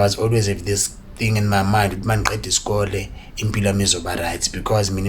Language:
Zulu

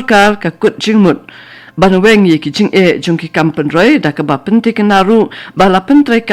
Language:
Khasi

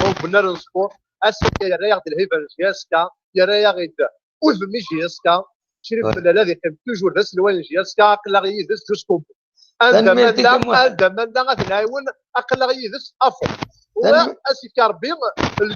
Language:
Kabyle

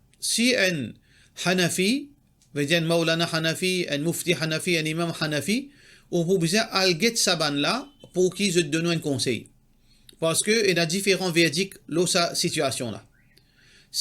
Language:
Morisyen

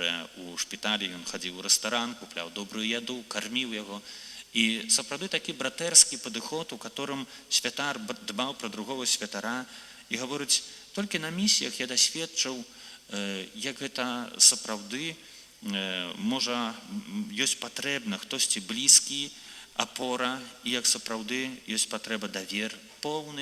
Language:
Belarusian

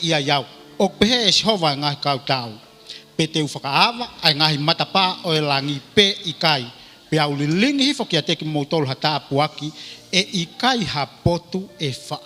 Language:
Tongan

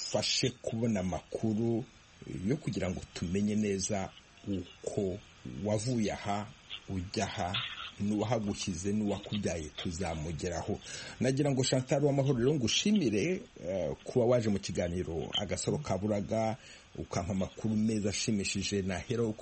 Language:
Kinyarwanda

